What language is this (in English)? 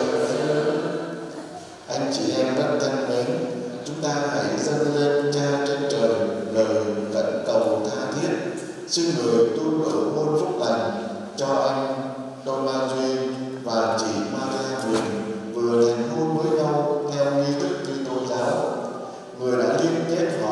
Vietnamese